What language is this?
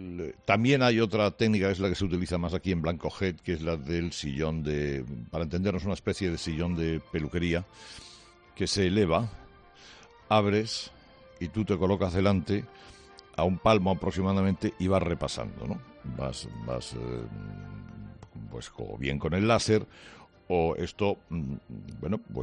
Spanish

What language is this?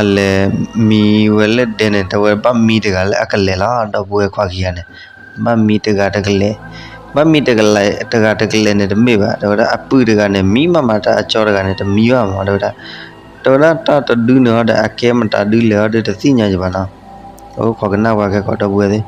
S'gaw Karen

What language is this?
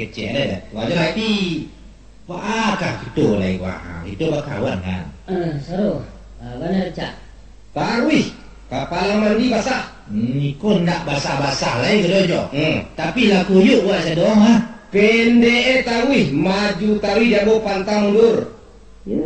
Minangkabau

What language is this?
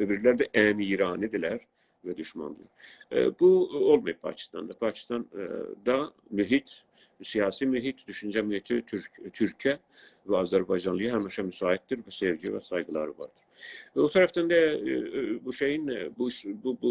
South Azerbaijani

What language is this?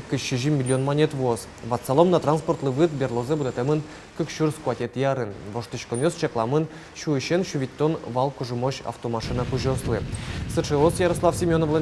Udmurt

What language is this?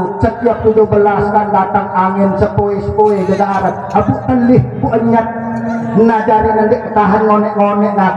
Sasak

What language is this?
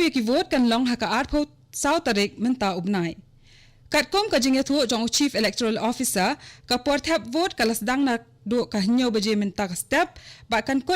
Khasi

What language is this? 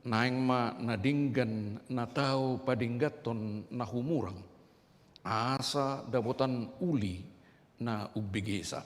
Batak Toba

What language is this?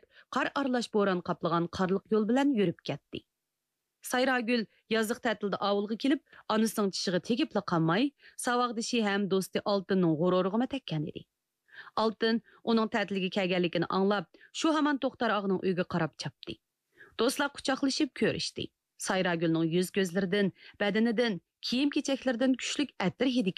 Uyghur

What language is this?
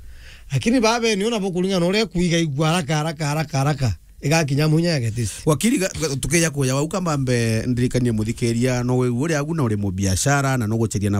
Meru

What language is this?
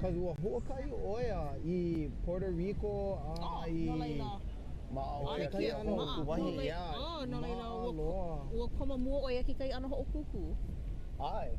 Hawaiian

